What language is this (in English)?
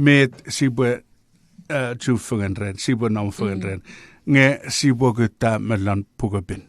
Chuukese